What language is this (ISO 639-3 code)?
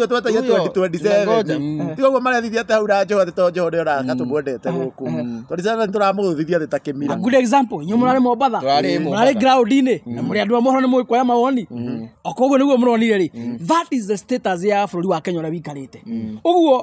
kik